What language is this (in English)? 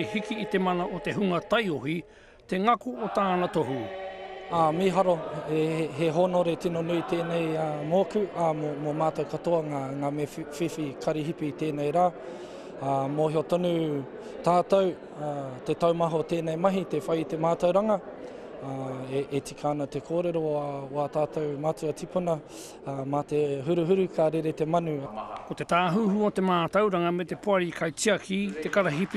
Māori